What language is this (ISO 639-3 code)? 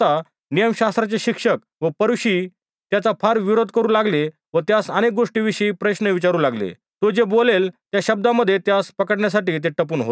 mar